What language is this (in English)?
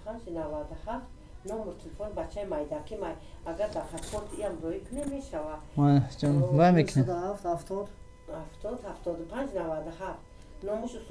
Tajik